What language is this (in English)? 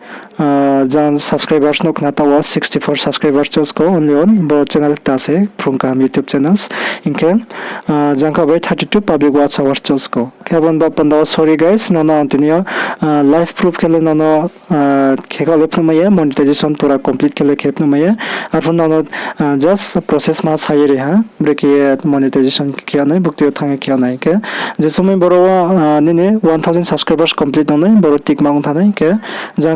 Riang (India)